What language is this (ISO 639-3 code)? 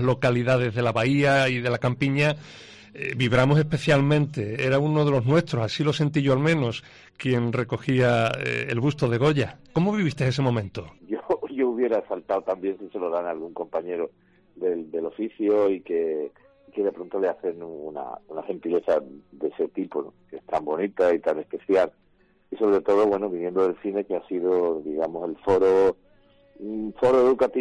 spa